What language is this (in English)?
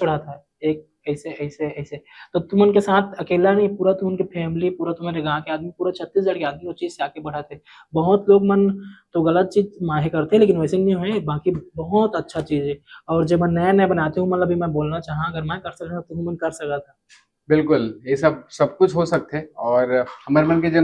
Chhattisgarhi